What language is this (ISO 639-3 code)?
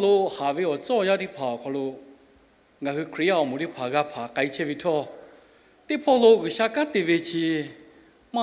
lhu